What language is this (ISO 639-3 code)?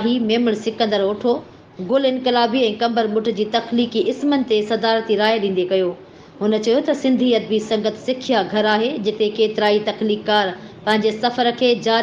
snd